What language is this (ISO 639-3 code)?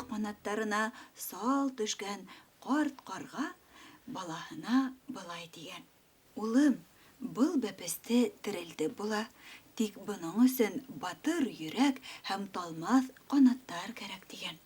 bak